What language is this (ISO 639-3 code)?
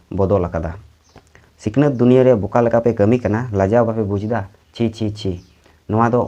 sat